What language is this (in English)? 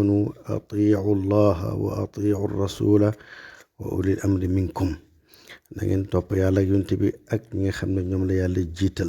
Wolof